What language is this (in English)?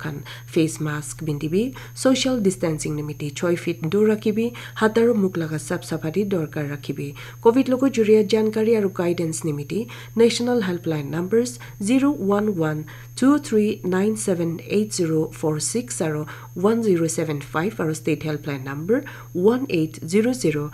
Naga Pidgin